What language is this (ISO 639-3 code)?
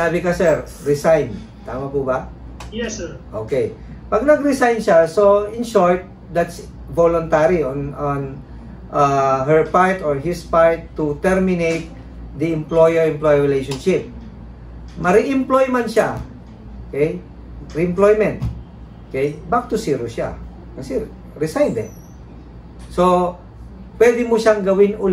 fil